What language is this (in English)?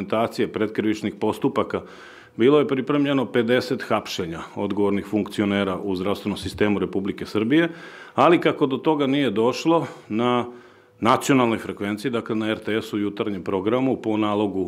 Serbian